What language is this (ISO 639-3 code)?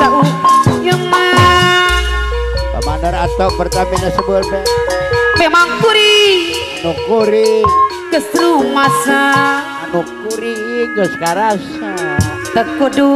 sun